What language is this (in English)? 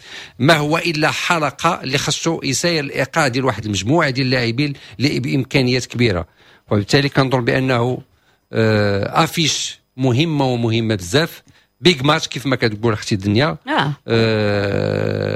Moroccan Arabic